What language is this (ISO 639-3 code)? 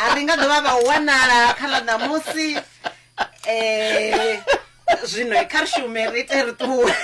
ven